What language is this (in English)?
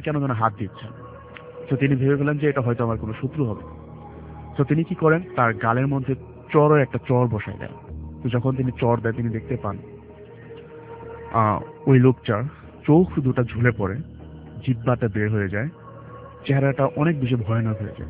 Bangla